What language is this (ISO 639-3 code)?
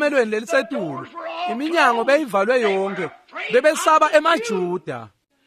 ssw